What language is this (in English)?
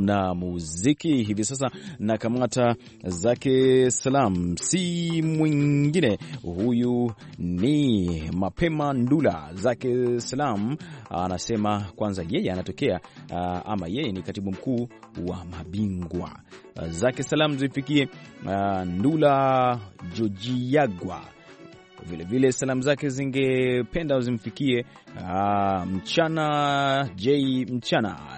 Swahili